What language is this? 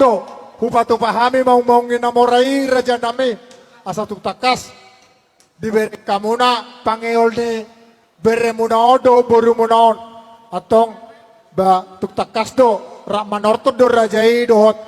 Batak Toba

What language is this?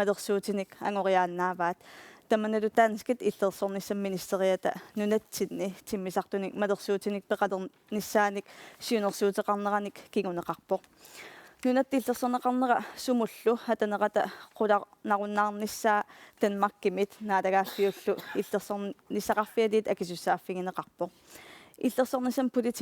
Kalaallisut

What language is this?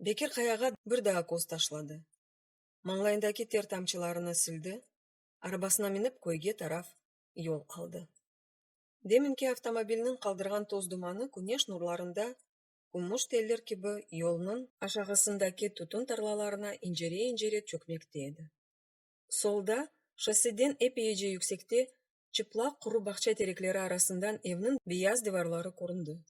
Crimean Tatar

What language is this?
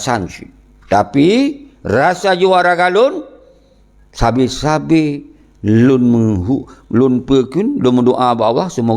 Achinese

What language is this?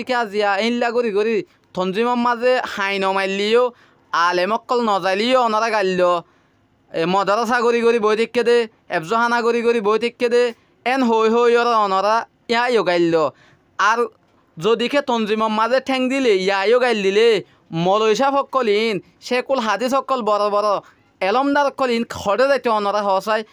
Rohingya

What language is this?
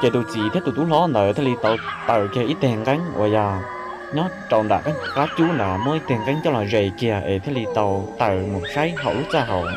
Hmong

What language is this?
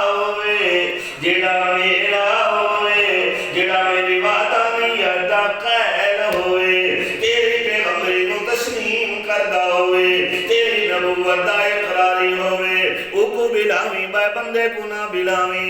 Saraiki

